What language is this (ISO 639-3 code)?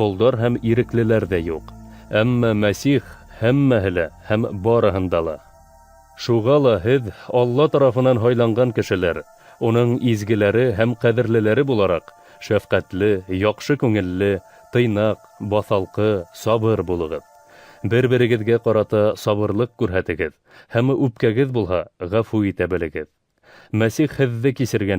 bak